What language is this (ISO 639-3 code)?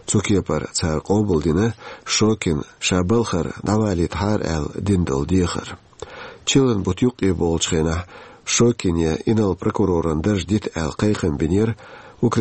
che